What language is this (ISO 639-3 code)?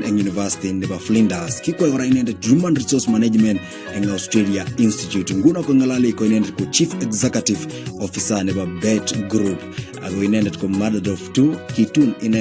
kln